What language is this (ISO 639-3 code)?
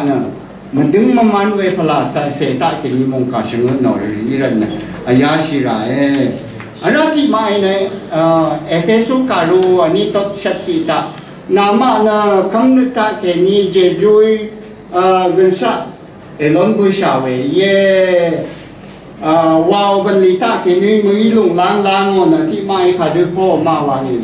raw